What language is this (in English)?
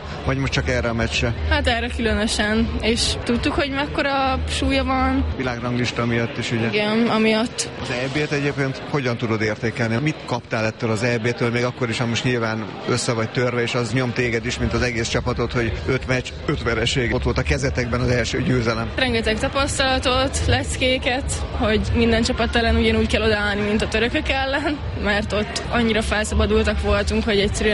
Hungarian